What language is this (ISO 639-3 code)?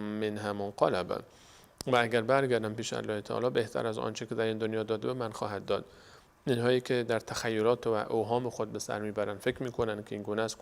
fas